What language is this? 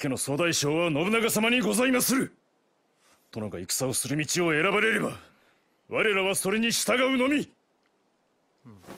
Japanese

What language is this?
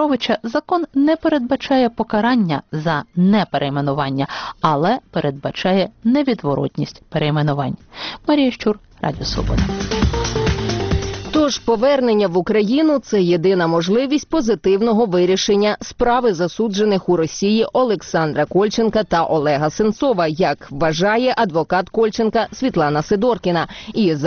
Ukrainian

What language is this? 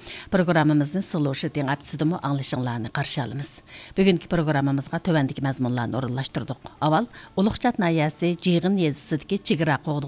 Uyghur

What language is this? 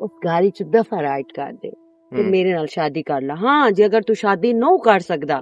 Western Panjabi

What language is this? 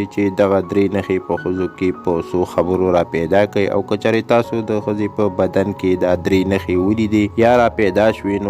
Pashto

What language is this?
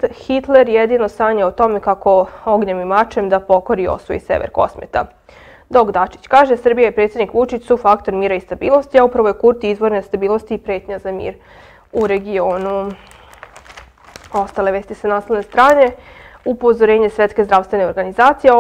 Serbian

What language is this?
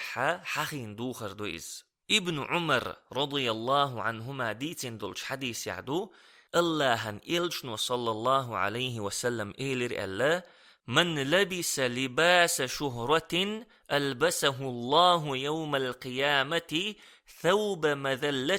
Chechen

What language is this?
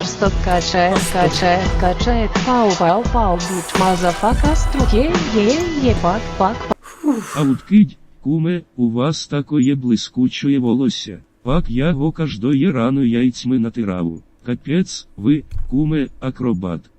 Rusyn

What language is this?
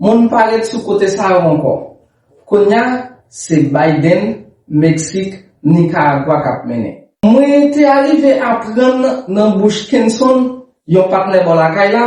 Haitian Creole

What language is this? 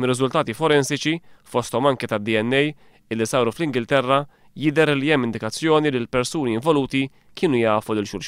Maltese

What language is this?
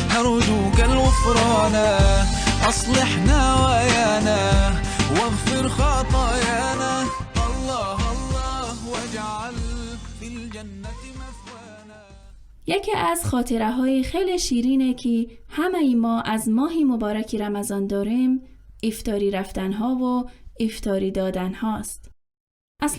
Tajik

